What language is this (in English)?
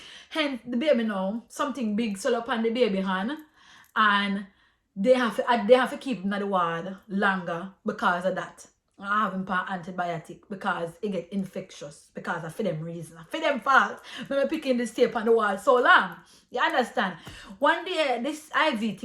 Jamaican Creole English